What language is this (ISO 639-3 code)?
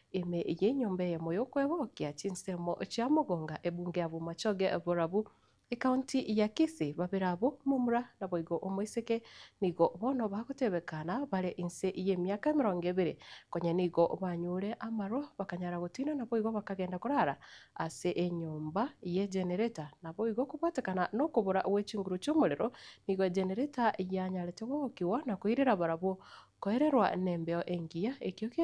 guz